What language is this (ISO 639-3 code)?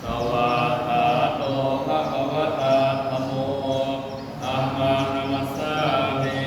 pli